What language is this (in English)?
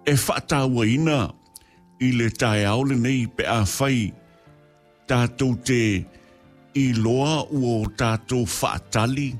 Samoan